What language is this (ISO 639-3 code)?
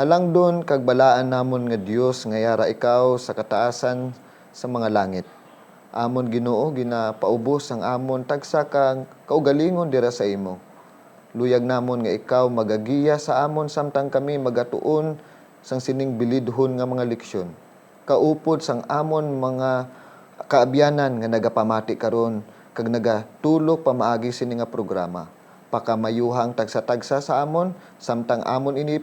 hil